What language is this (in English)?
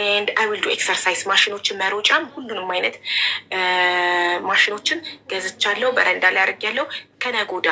Amharic